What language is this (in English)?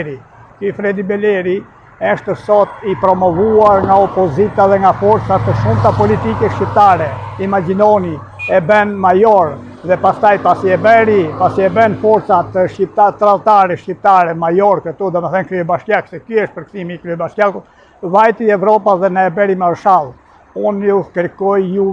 Albanian